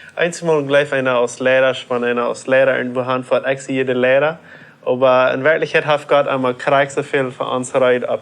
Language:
Plautdietsch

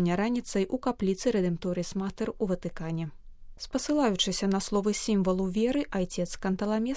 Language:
Belarusian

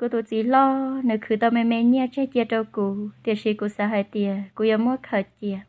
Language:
Hmong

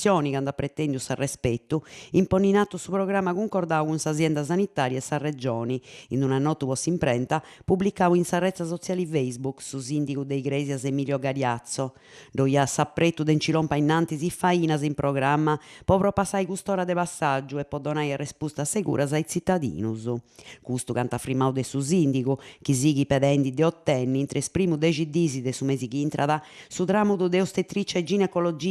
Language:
Sardinian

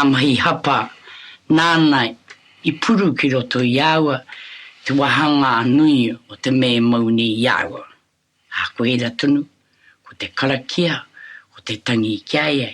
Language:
Māori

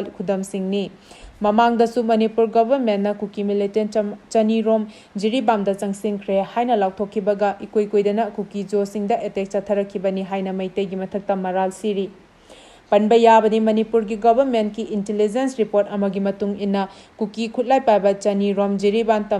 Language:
Manipuri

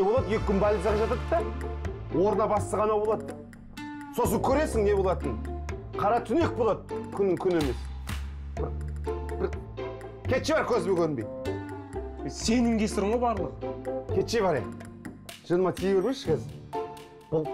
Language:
Kazakh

